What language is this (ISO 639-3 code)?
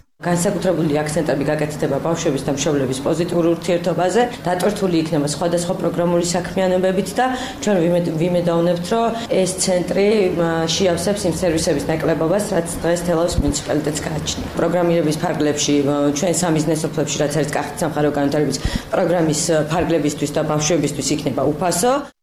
kat